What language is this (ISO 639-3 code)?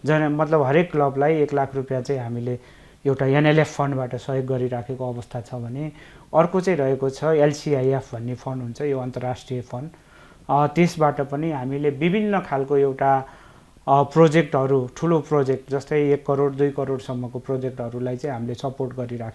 nep